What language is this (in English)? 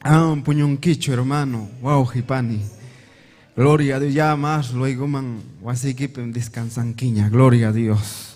Ayacucho Quechua